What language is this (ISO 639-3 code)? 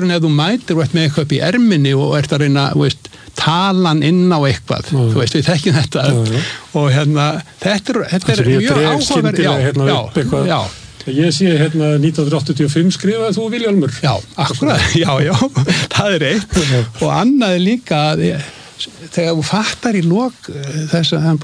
isl